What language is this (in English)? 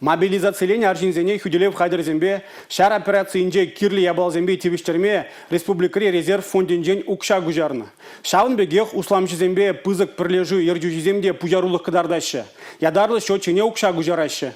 Chuvash